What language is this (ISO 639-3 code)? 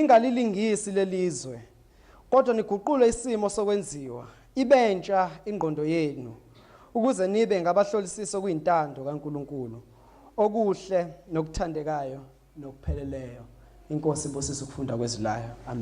zul